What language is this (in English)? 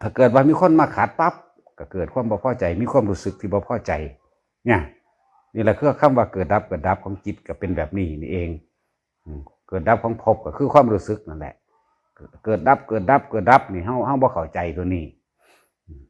Northeastern Thai